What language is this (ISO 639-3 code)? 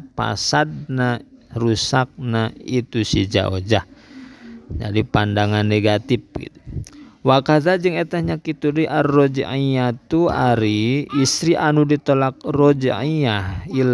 sun